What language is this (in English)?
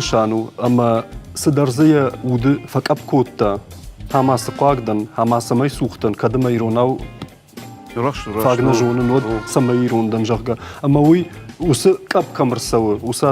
Ossetic